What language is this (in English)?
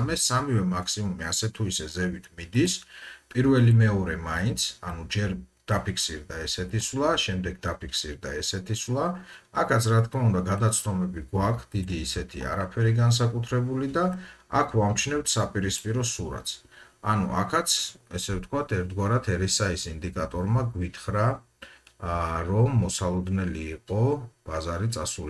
Georgian